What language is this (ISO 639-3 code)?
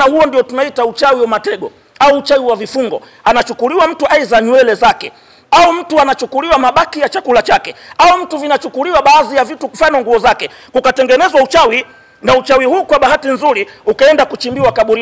swa